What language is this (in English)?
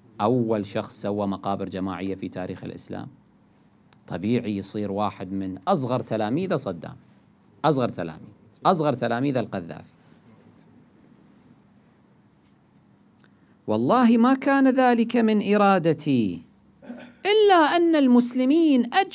Arabic